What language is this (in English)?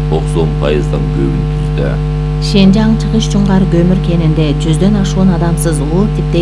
Kyrgyz